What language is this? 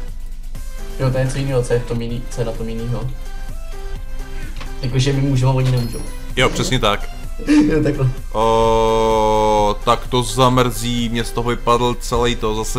Czech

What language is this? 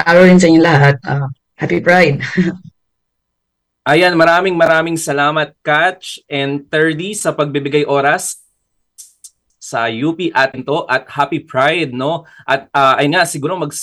Filipino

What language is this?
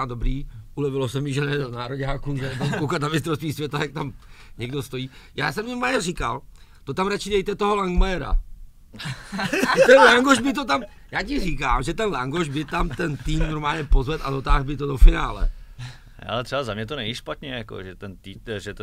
Czech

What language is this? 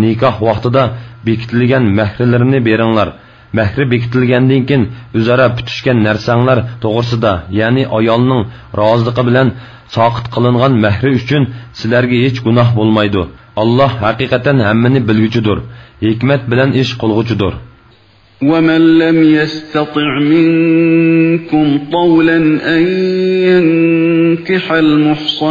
Uyghur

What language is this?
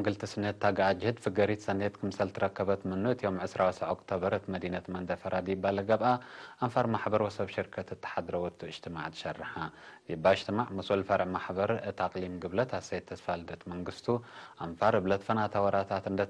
Tigre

